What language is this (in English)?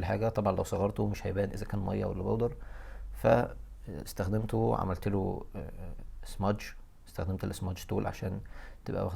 Egyptian Arabic